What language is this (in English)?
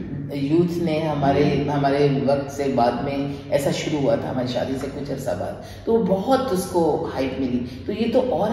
Urdu